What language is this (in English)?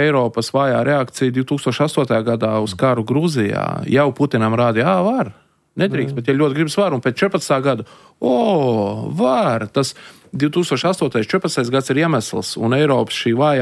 Latvian